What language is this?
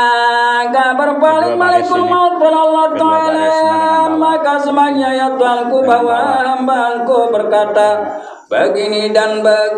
Sasak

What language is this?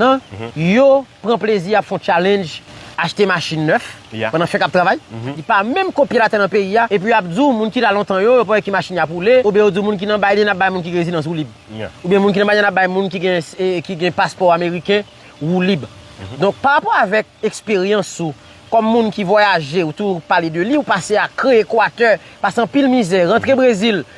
Haitian Creole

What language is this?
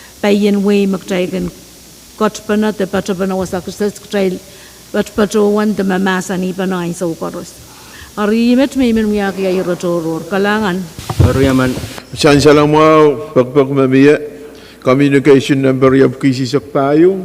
Pohnpeian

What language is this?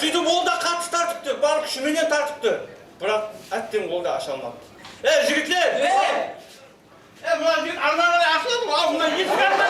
Kara-Kalpak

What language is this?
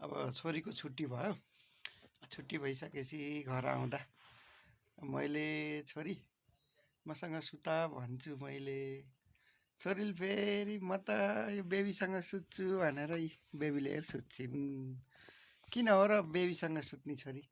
Nepali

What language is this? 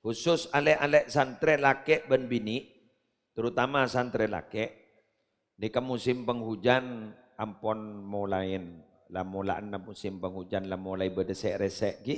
Madurese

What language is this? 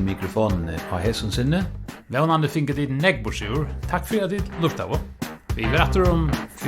Faroese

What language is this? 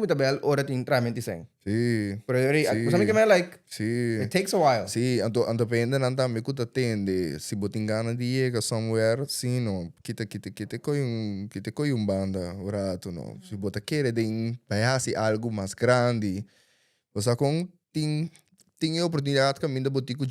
Papiamento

